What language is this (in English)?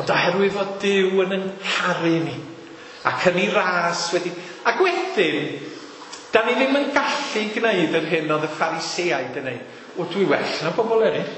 Welsh